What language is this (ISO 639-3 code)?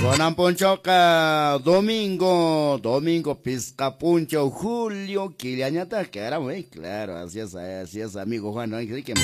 que